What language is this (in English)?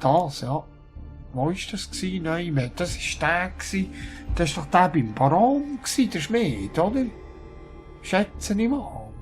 Swiss German